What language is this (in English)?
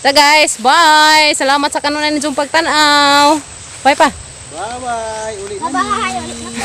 Cebuano